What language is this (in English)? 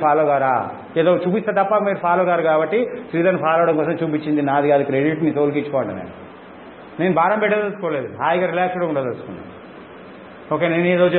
Telugu